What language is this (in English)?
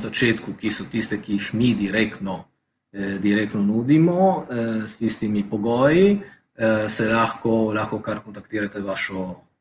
Slovenian